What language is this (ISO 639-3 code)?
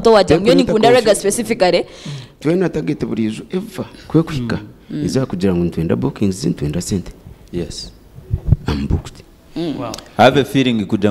nyn